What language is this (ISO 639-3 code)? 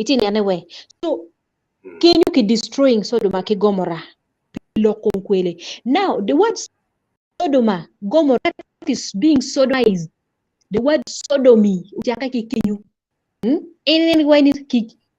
ach